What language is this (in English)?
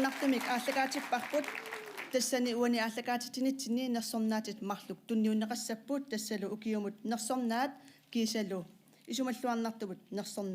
Kalaallisut